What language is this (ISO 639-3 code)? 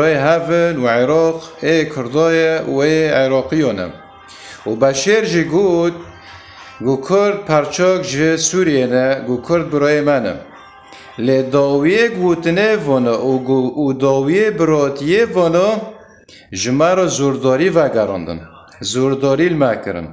kur